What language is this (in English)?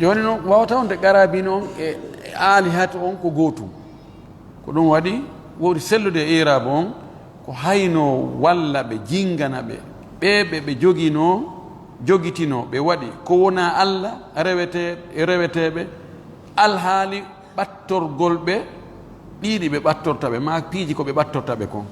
Fula